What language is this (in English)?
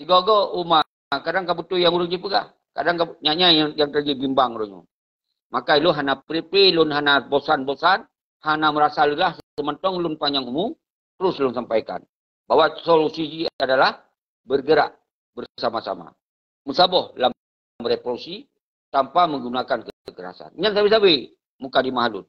Achinese